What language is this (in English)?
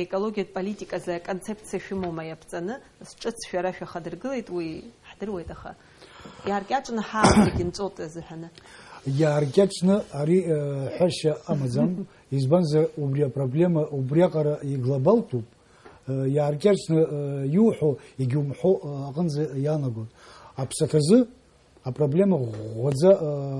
Abkhazian